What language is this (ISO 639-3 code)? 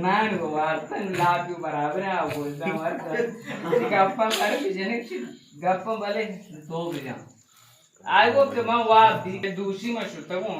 bal